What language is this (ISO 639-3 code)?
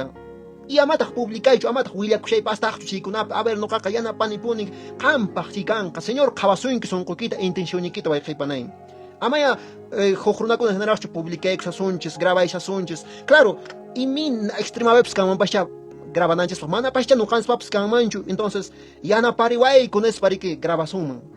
que